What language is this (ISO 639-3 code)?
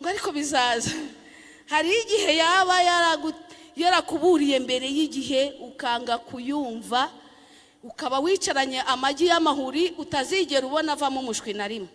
kin